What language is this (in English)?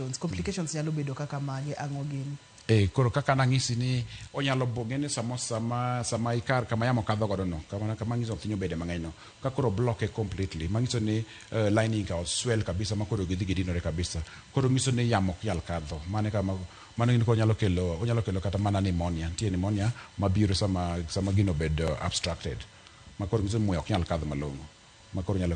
Luo (Kenya and Tanzania)